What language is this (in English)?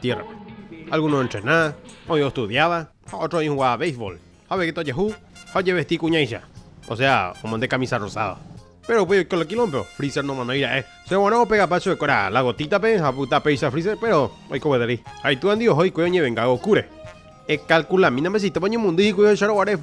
Guarani